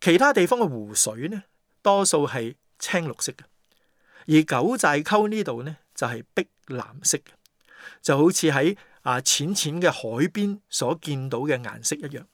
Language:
Cantonese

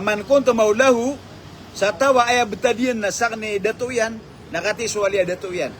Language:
Maranao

